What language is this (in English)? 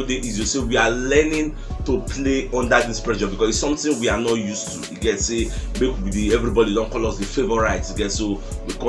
Nigerian Pidgin